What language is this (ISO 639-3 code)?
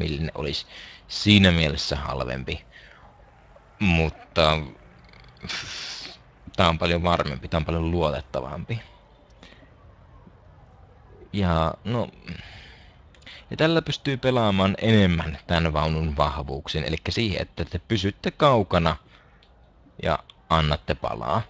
fin